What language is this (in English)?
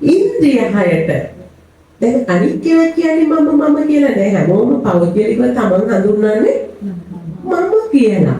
Sinhala